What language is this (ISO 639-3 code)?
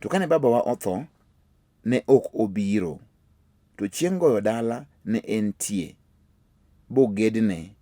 luo